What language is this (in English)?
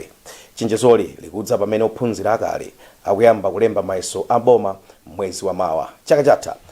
Nyanja